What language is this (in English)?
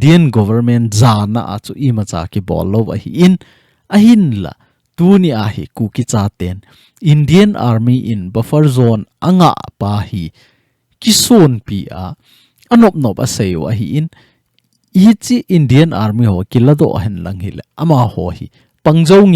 Thado Chin